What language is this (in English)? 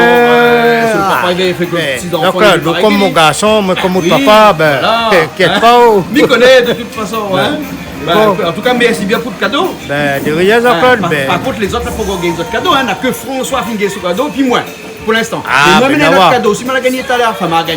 Réunion Creole French